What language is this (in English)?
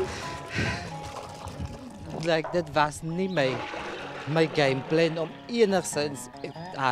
Afrikaans